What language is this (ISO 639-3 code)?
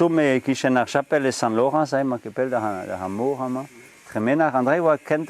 bre